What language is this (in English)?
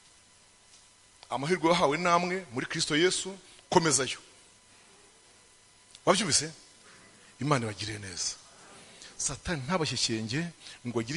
Kinyarwanda